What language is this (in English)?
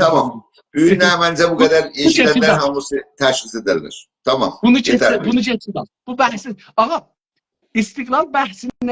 South Azerbaijani